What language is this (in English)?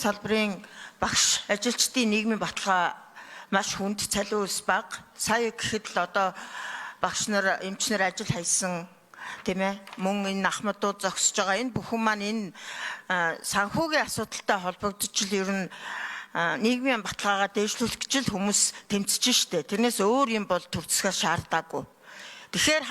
Mongolian